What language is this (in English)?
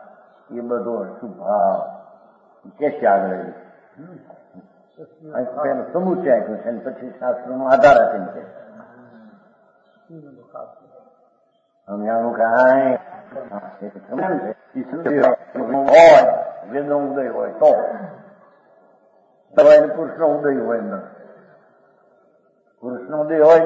Gujarati